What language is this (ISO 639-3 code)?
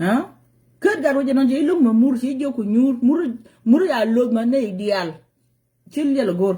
nus